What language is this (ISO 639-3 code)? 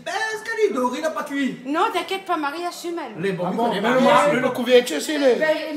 rcf